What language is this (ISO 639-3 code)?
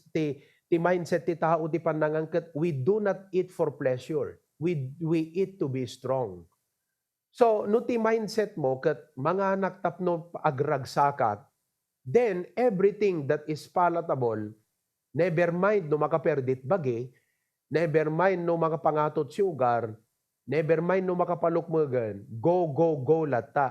ilo